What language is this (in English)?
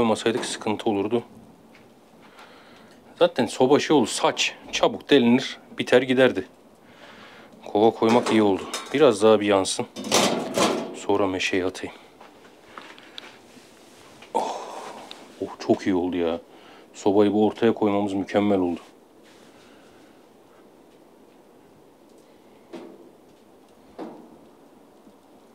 Turkish